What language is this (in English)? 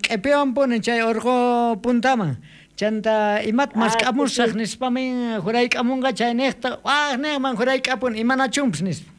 South Bolivian Quechua